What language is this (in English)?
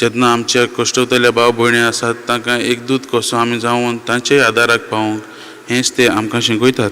Konkani